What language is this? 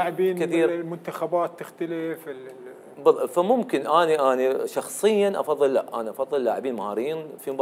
Mesopotamian Arabic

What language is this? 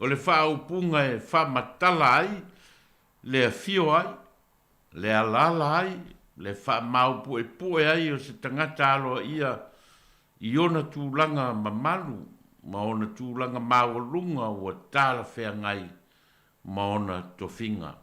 Samoan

